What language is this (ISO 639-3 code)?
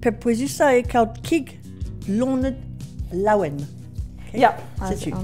bre